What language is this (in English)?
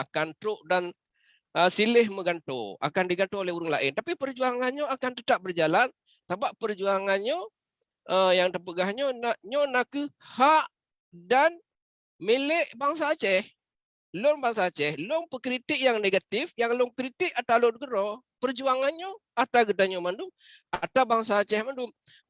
Achinese